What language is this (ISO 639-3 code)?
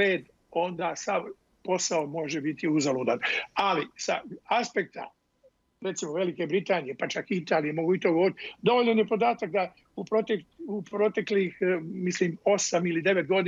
bos